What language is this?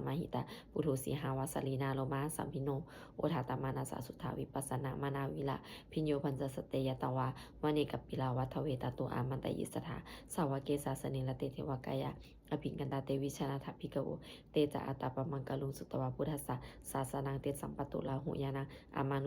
Pali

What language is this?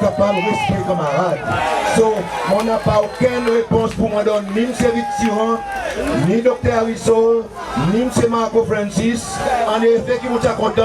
Seselwa Creole French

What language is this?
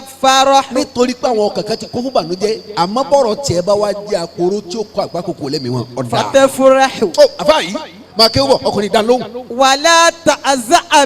Yoruba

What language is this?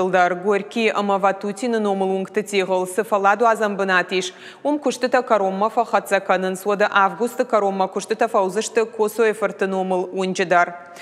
Ossetic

